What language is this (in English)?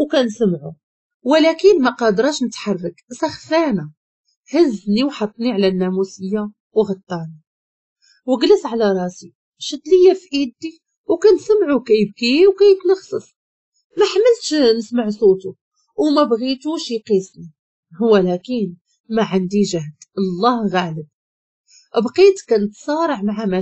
Moroccan Arabic